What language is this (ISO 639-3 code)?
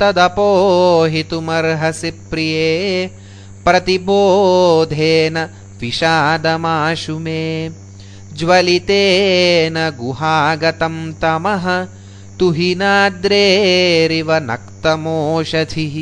san